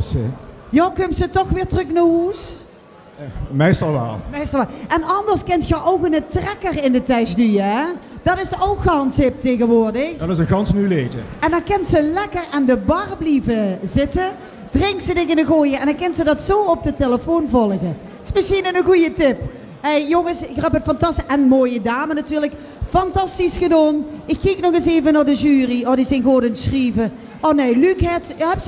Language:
Limburgish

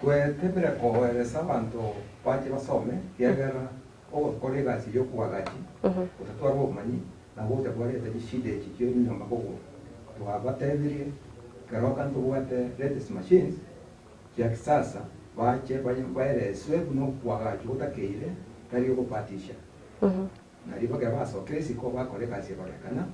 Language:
Gusii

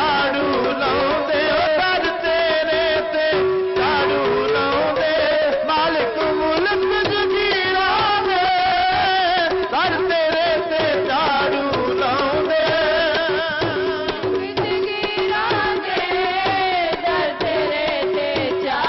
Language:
Punjabi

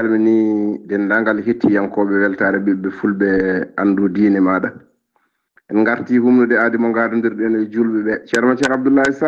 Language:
Fula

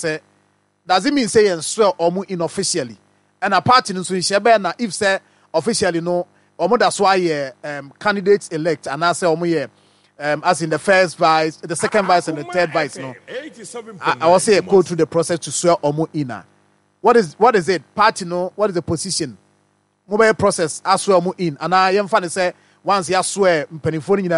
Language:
Akan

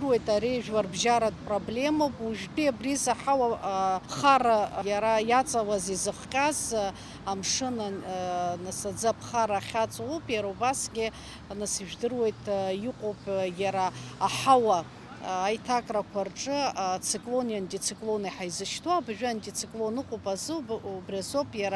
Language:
Abkhazian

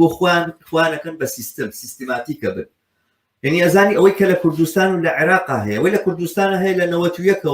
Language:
Central Kurdish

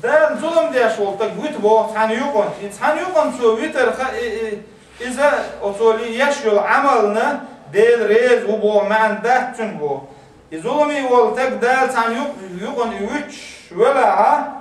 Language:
Chechen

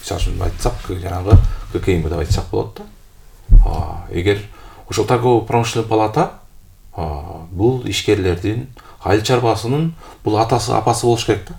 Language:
Kyrgyz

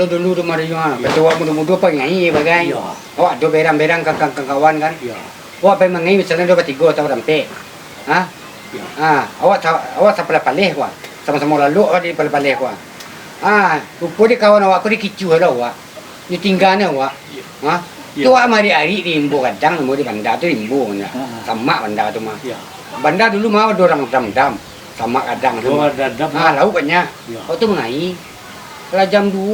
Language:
Minangkabau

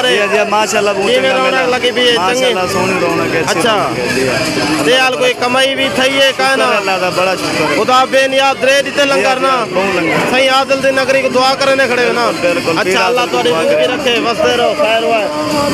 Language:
Saraiki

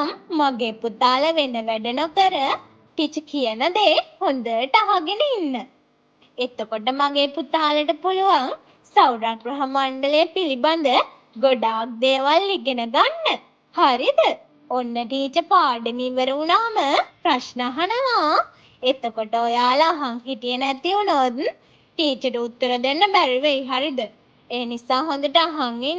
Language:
Sinhala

